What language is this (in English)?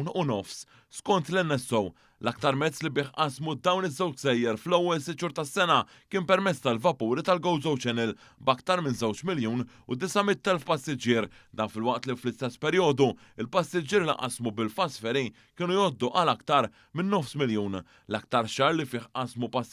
Maltese